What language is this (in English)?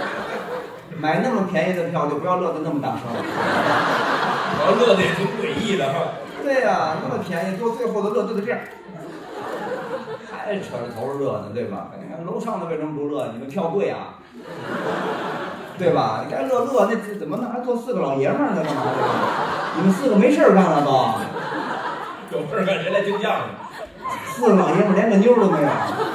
Chinese